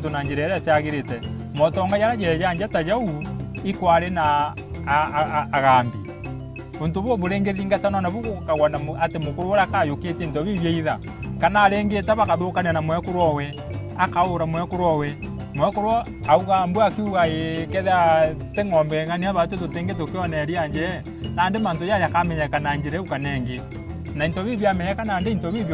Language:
Meru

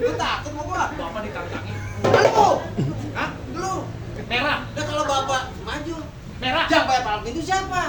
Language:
Betawi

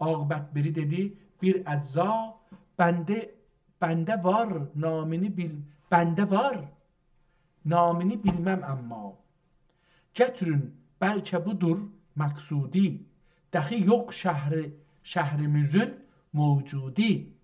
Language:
South Azerbaijani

